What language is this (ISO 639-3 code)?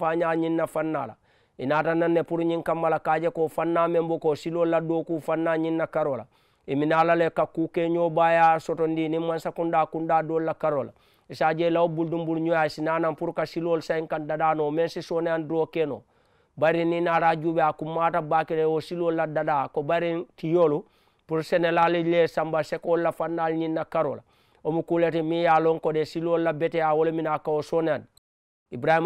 man